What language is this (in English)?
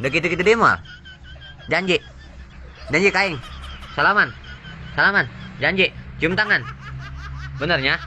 Sundanese